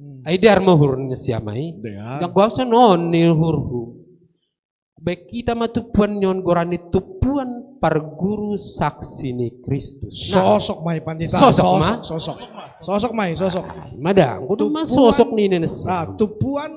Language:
Batak Simalungun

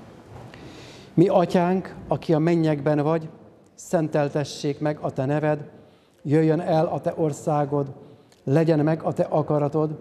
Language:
Hungarian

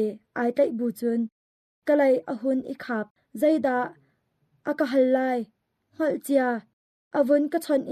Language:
Hakha Chin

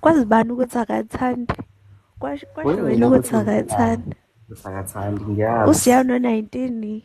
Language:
Zulu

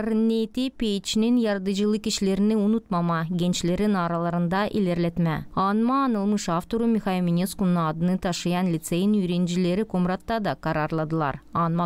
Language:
Gagauz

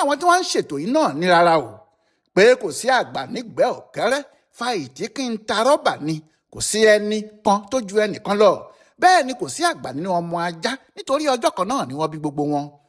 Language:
Yoruba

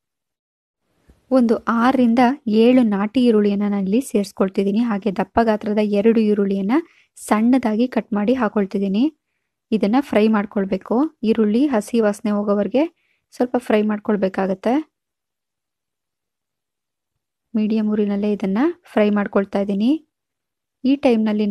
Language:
Kannada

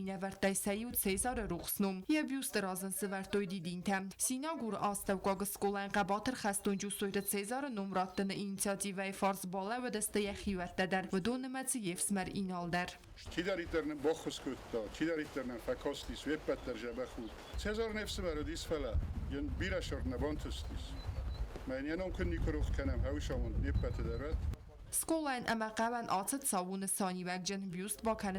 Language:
Ossetic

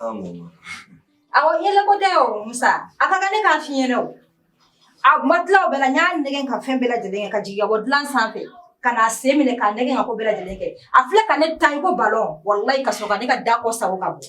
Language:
Bambara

